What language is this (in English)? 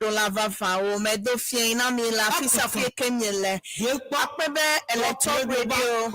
Ewe